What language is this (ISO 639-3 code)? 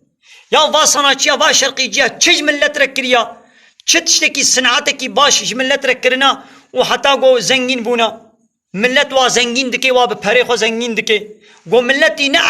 kur